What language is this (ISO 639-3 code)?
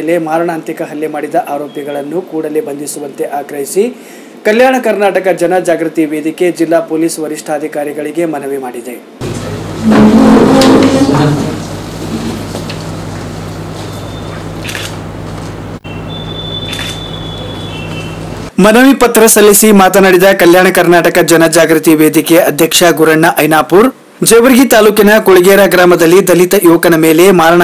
kan